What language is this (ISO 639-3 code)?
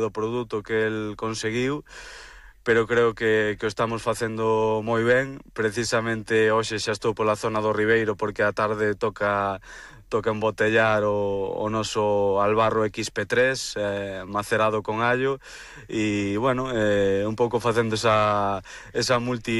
glg